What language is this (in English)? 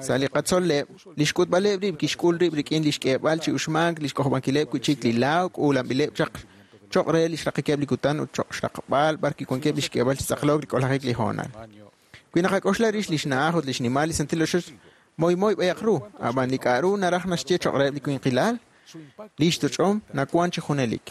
Kekchí